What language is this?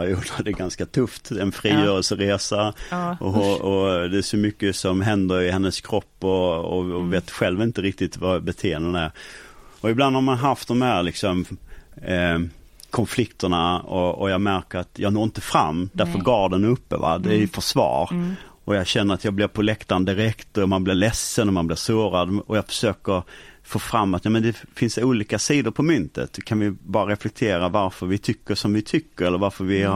Swedish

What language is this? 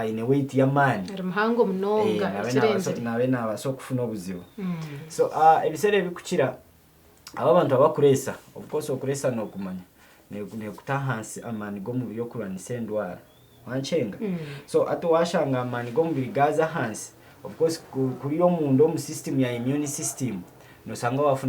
Nyankole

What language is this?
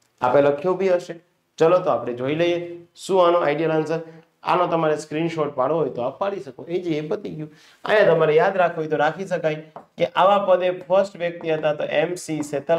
Gujarati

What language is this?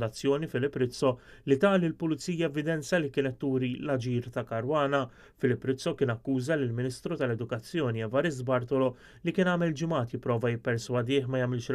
Maltese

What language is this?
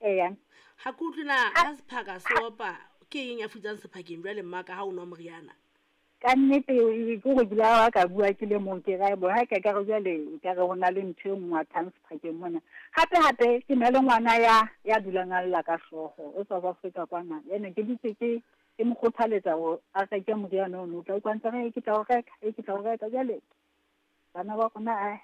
Southern Sotho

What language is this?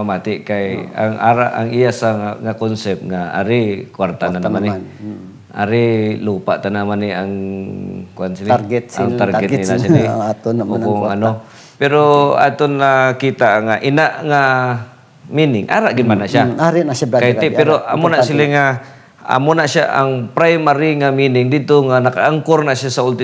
Hiligaynon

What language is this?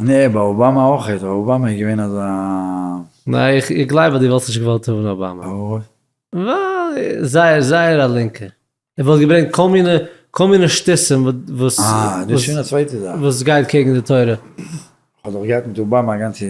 Yiddish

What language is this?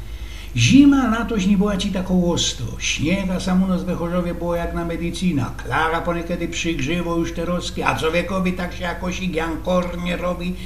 Silesian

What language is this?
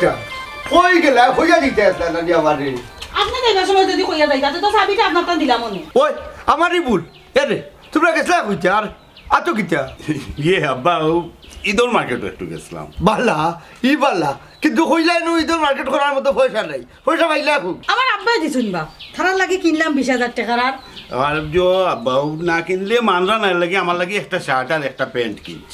Sylheti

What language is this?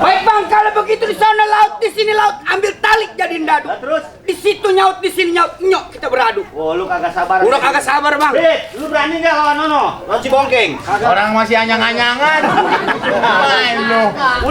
Betawi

